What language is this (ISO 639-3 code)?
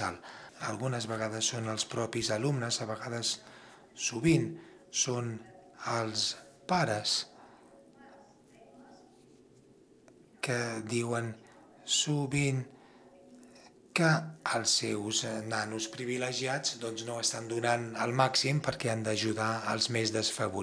cat